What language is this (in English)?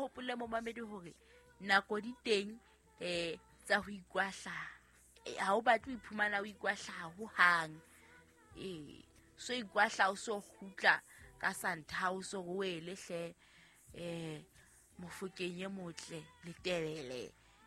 Southern Sotho